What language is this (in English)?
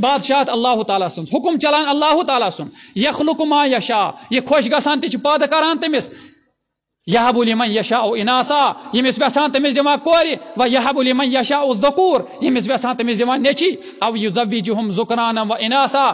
Kashmiri